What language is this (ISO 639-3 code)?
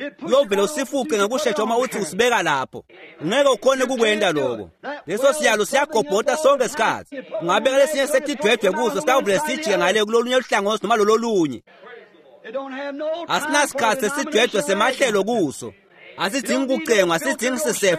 ssw